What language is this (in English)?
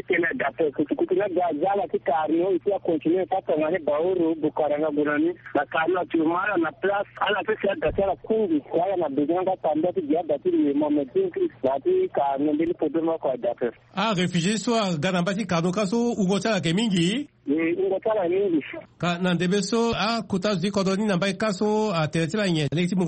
Sango